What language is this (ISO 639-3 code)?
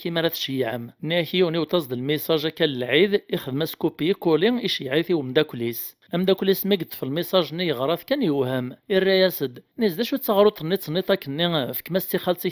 kab